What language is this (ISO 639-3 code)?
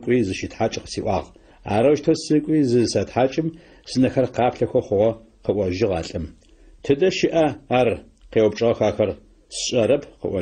ady